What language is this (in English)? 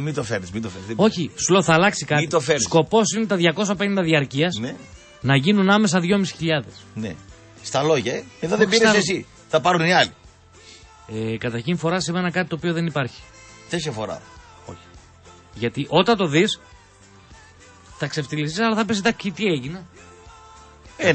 Greek